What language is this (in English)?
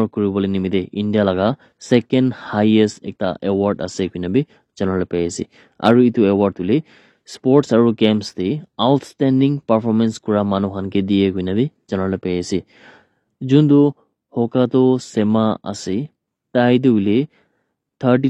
Naga Pidgin